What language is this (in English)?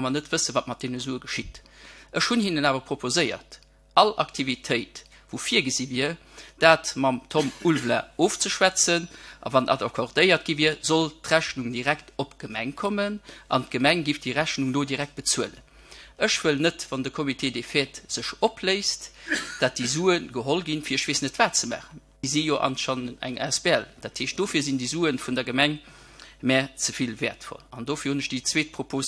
Luxembourgish